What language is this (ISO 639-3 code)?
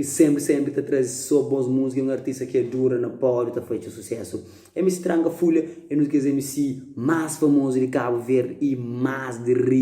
kea